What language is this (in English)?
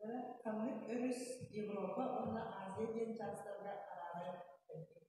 Yakut